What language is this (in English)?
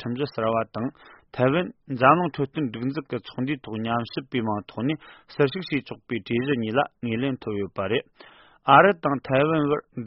Tibetan